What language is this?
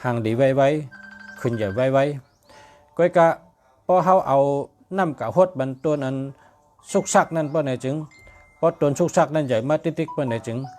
Shan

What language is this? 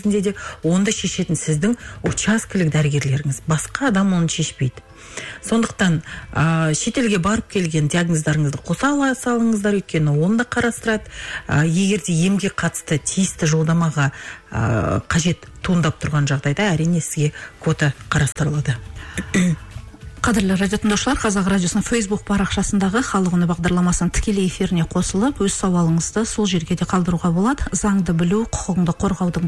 Kazakh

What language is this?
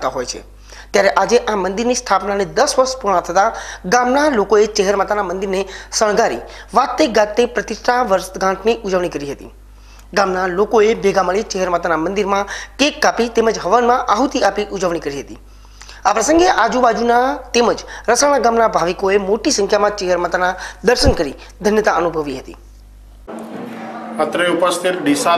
Gujarati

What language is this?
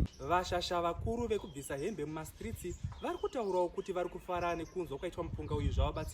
Shona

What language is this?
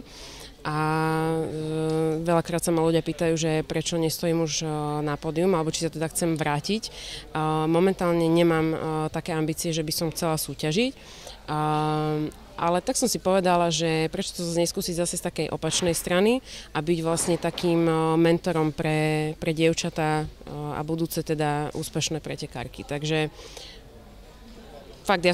Slovak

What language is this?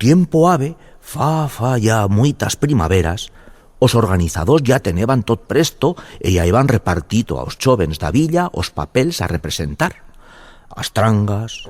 Aragonese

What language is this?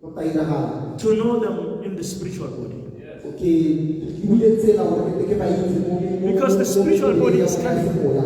Tswana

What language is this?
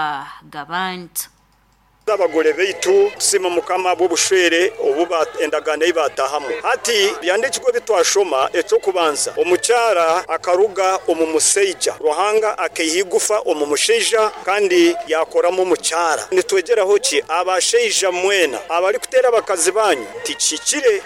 Nyoro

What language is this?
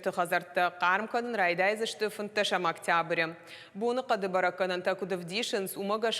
Ossetic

